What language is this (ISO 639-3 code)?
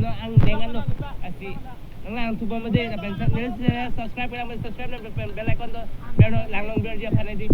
mjw